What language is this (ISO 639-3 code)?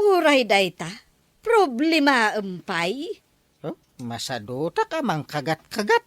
ilo